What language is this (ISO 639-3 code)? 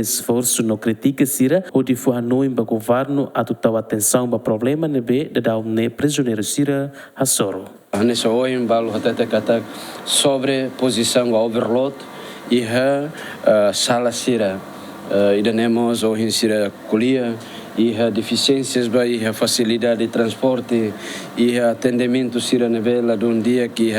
tet